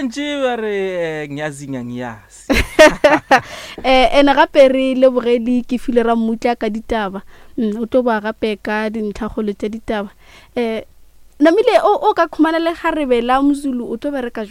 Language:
Northern Sotho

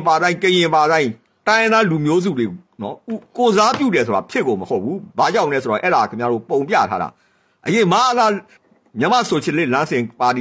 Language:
Burmese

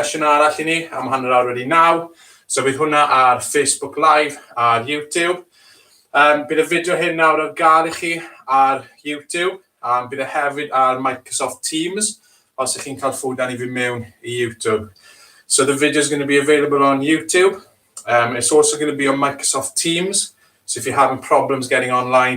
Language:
Welsh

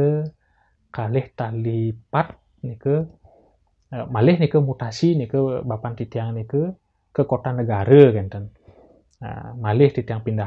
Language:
Balinese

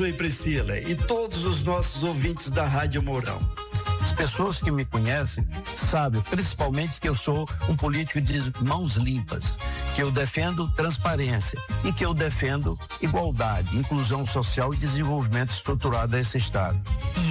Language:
Portuguese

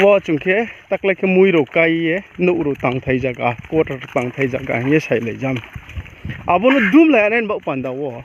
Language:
Riang (India)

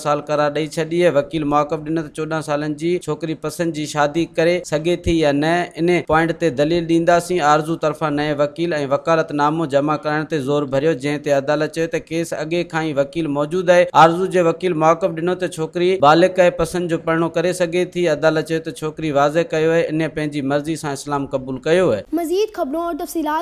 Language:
Sindhi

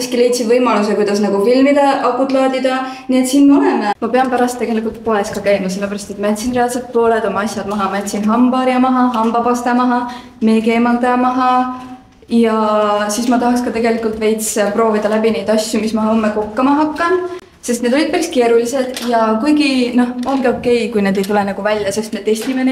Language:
Estonian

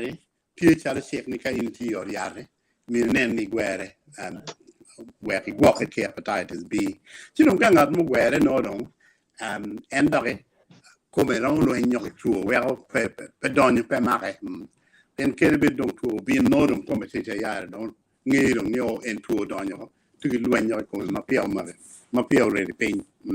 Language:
Acoli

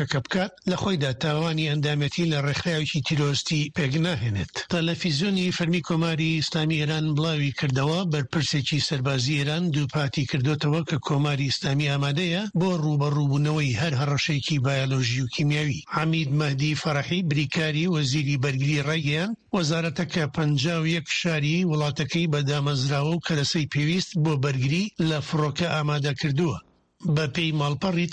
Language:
Central Kurdish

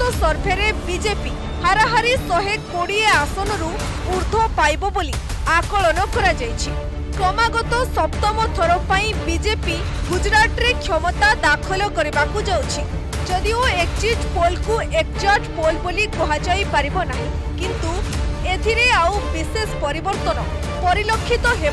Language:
Odia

